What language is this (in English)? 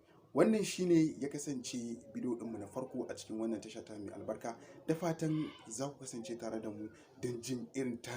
Hausa